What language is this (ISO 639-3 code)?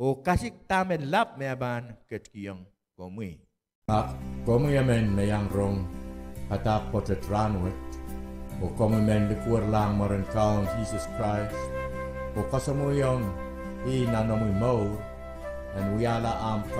pon